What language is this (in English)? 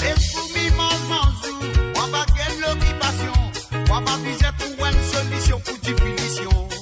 Morisyen